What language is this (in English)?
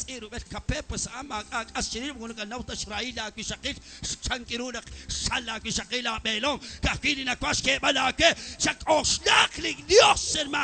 Kekchí